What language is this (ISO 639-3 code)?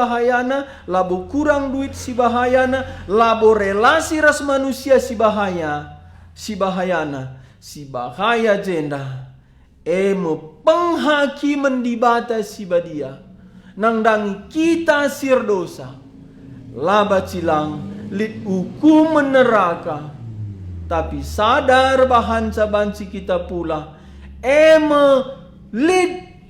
btx